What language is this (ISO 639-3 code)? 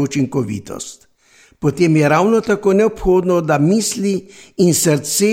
slv